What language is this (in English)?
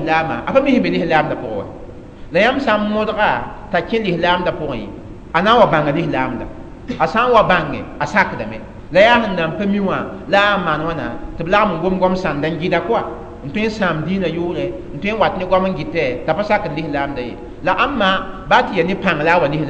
Mossi